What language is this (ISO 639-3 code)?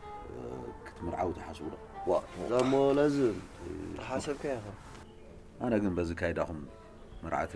tir